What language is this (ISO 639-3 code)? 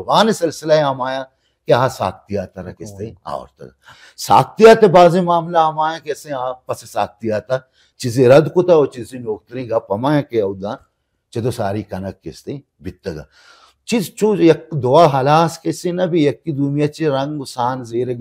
bal